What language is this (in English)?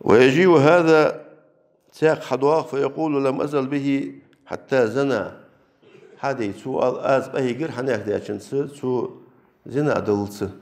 Ingush